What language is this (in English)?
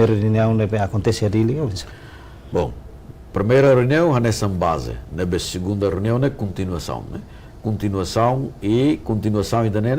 Tetum